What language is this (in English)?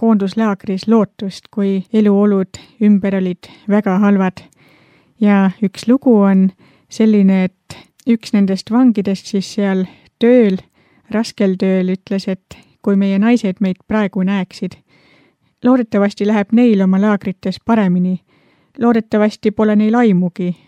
Estonian